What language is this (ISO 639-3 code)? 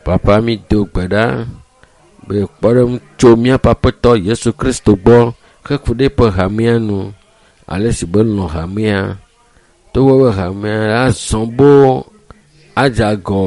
ewe